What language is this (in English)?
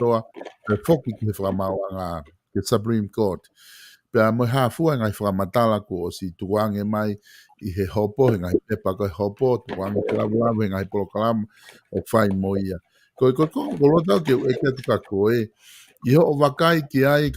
Tongan